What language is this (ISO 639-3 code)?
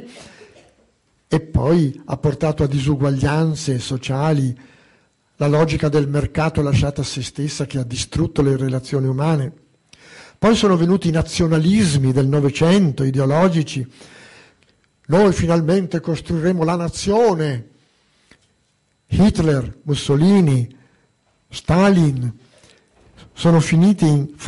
ita